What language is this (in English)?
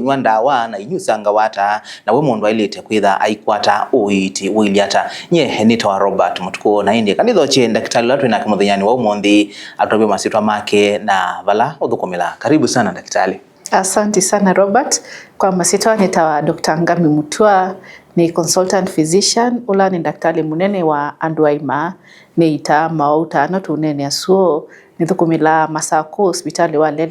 Kamba